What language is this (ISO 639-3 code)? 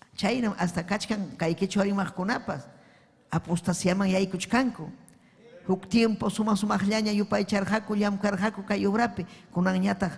quy